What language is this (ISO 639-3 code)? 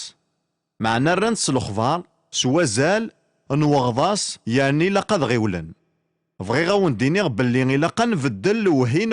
kab